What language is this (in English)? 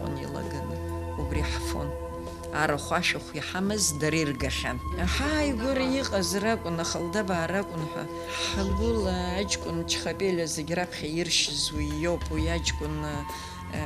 Abkhazian